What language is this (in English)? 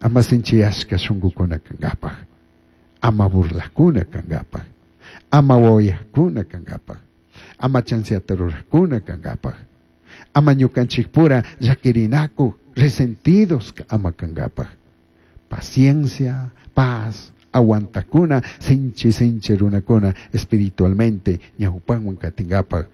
Chimborazo Highland Quichua